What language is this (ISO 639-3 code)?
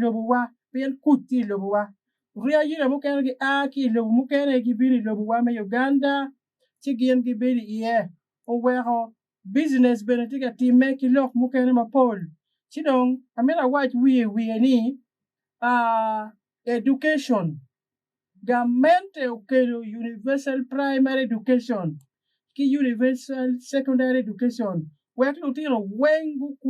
ach